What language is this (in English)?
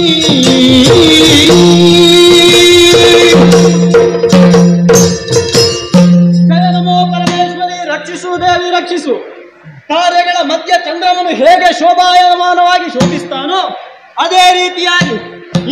Kannada